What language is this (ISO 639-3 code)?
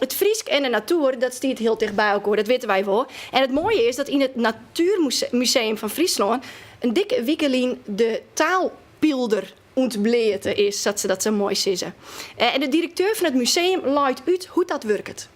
fry